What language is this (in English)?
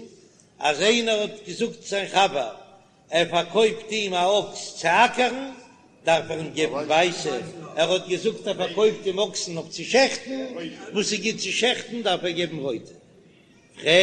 Yiddish